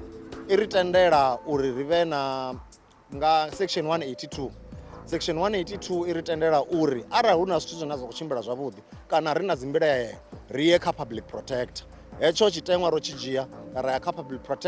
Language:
Venda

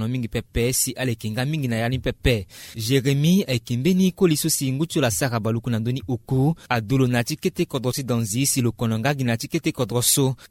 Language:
Sango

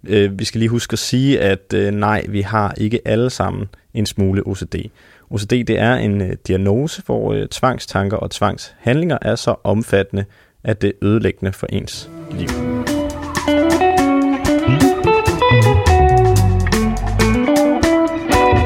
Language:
Danish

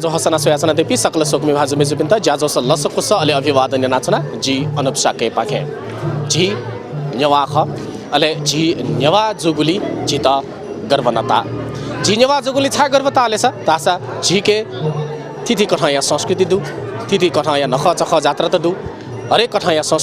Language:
Newari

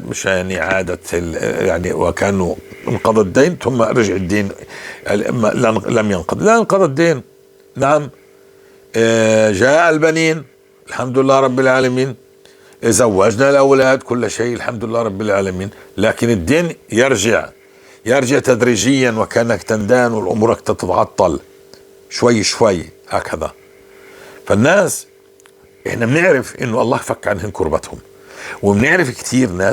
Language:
North Levantine Arabic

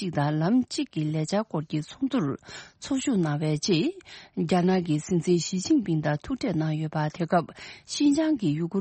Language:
Tibetan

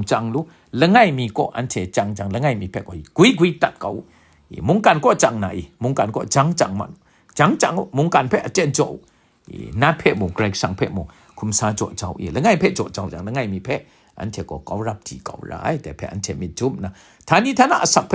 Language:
Kachin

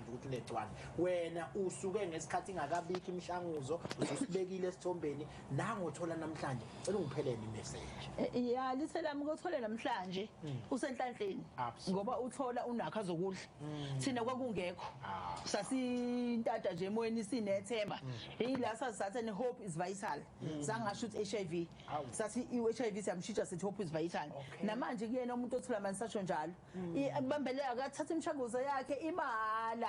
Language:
Zulu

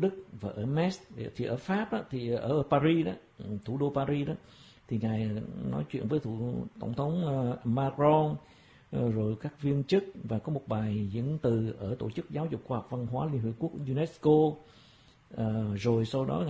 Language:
Vietnamese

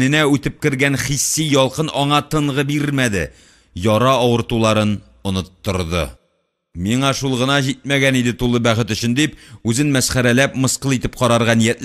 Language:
Tatar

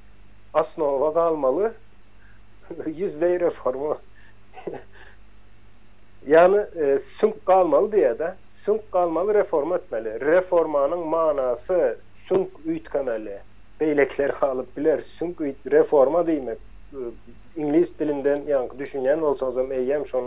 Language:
Turkmen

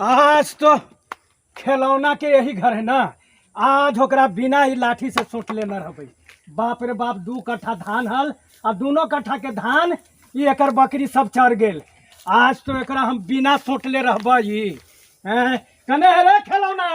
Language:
Magahi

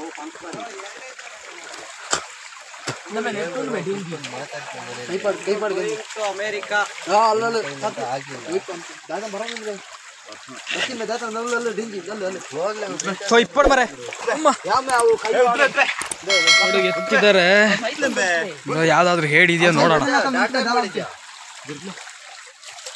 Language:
Kannada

